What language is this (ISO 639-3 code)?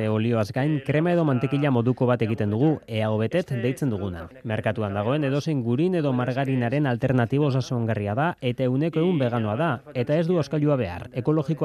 eus